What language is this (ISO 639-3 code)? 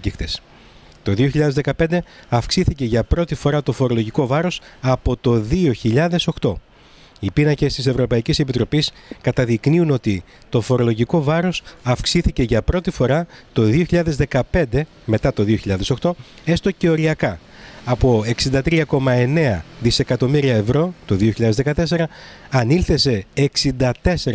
ell